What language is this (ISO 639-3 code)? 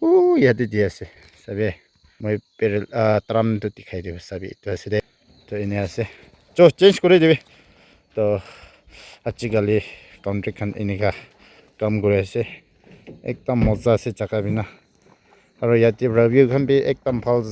nag